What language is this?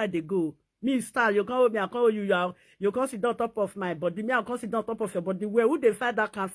Nigerian Pidgin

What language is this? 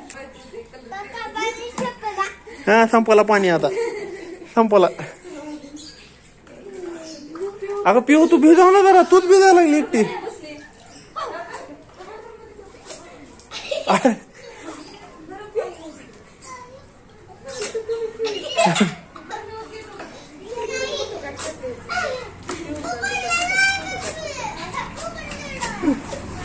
Marathi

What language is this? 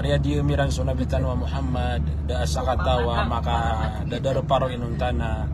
Maranao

